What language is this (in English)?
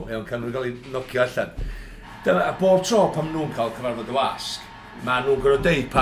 Welsh